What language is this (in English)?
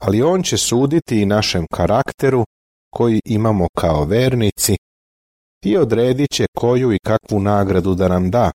Serbian